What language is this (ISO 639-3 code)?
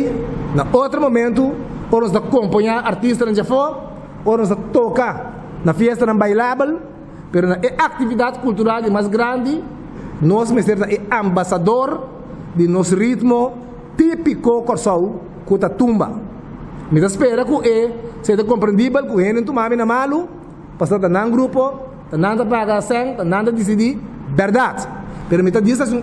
pap